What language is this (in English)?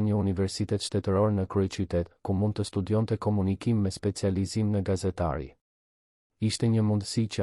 Albanian